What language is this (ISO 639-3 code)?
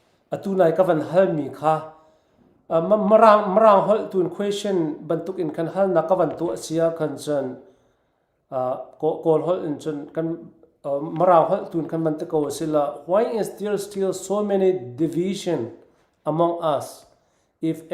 cfm